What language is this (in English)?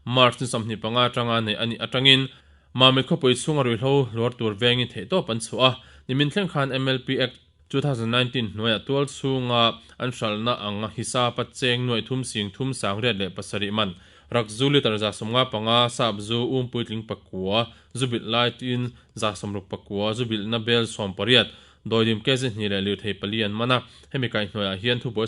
Mizo